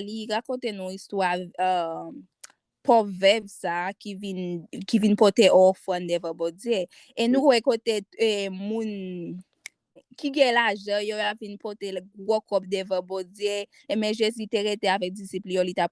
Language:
Haitian Creole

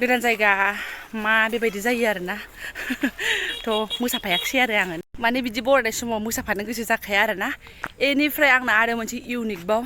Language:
Bodo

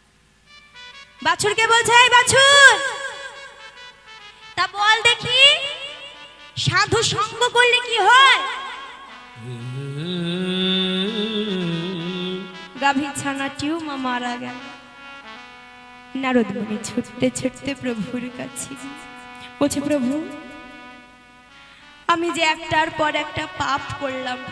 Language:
Bangla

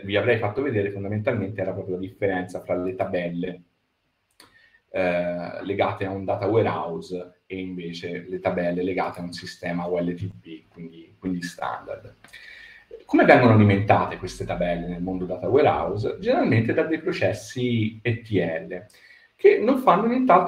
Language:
Italian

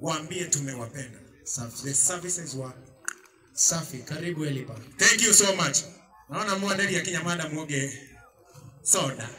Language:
Swahili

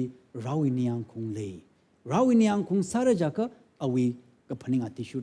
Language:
Tangkhul Naga (India)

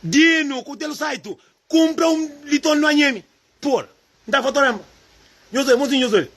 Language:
Kabuverdianu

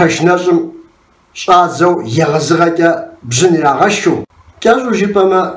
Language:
Kabardian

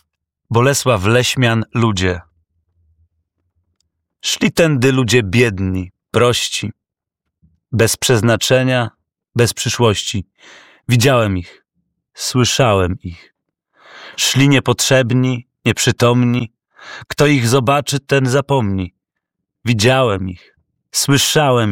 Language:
Polish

